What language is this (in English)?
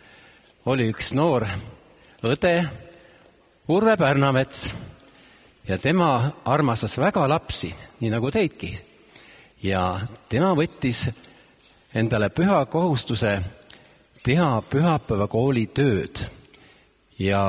Estonian